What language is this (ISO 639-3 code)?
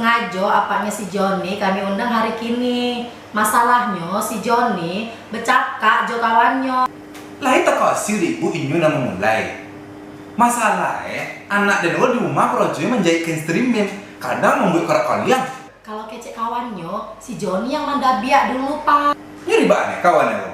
min